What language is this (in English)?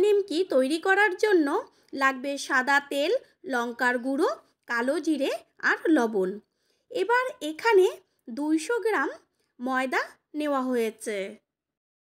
Bangla